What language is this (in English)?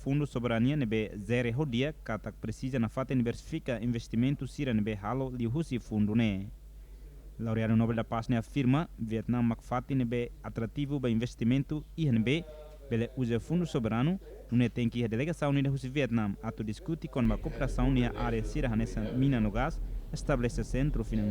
Tetum